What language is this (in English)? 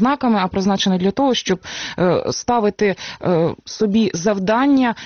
Ukrainian